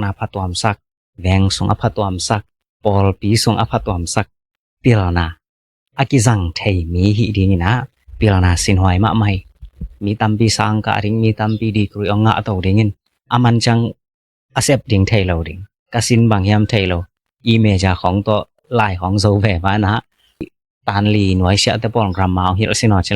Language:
Tedim Chin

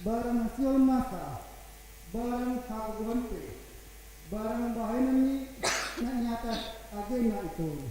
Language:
Batak Simalungun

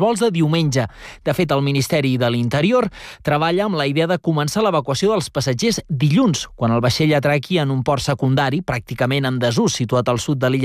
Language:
Catalan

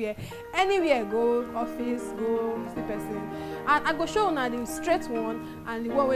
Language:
Nigerian Pidgin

